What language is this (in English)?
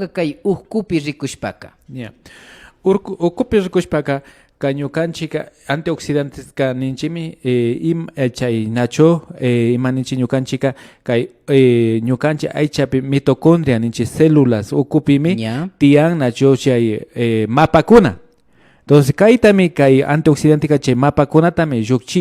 Imbabura Highland Quichua